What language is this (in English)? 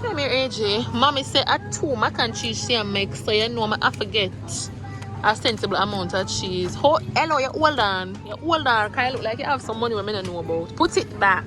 Jamaican Creole English